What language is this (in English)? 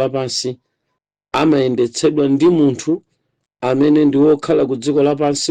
Nyanja